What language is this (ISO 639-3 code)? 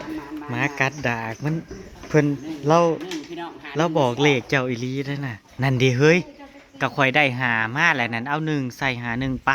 tts